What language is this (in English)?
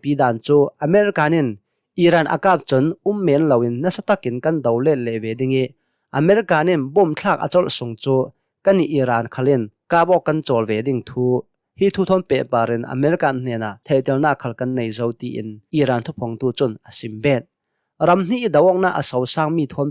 Hakha Chin